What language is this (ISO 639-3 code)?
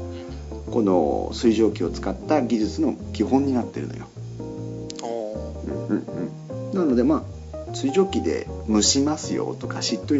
jpn